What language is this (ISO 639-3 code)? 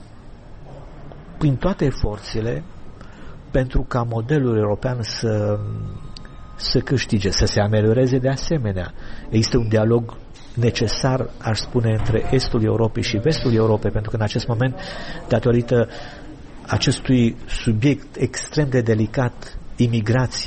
ron